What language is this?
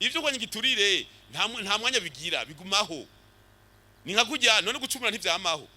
Rundi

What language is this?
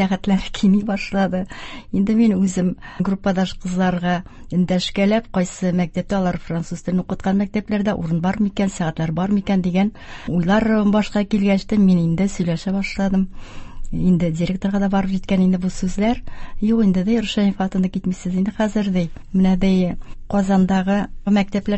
Tatar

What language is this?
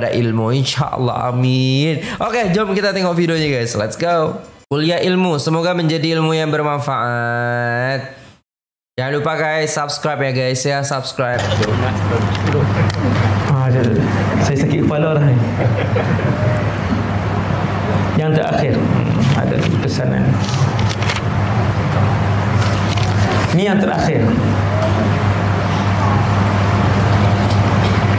Malay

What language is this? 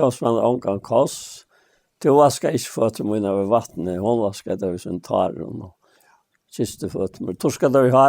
Faroese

